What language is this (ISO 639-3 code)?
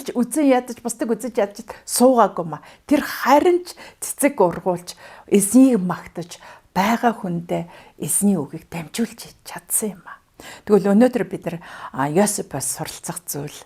mon